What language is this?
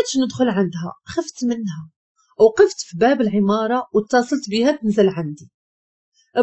Moroccan Arabic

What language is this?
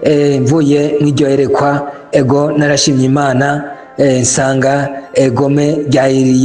Rundi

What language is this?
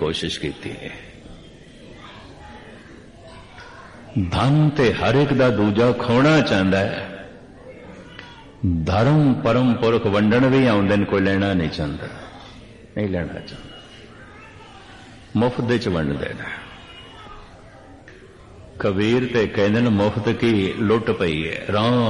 Punjabi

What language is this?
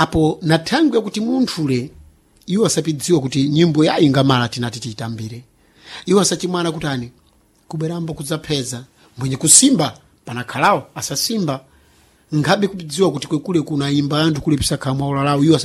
Sena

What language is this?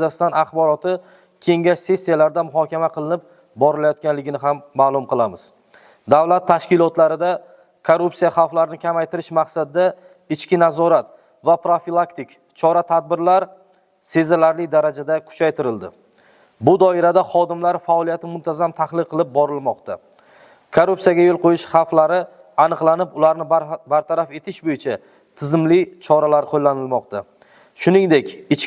Uzbek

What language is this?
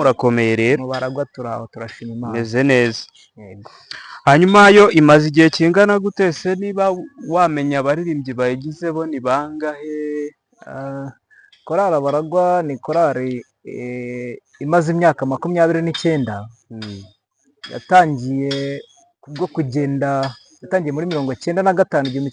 Kinyarwanda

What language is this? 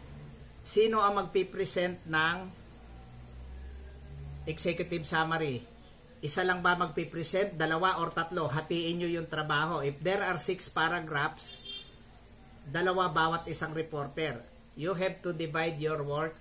Filipino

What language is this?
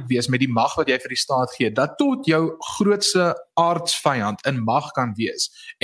Afrikaans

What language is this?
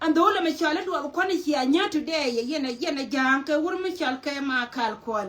Nuer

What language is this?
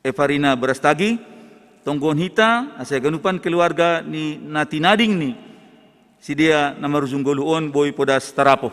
Batak Simalungun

